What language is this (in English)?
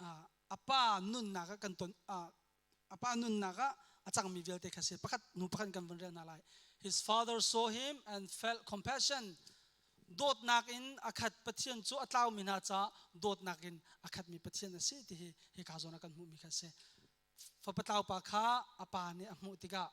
Hakha Chin